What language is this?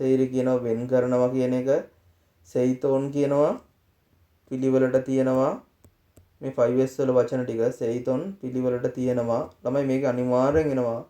Sinhala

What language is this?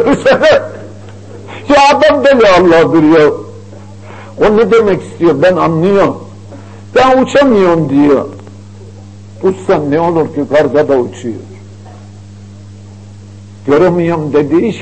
Turkish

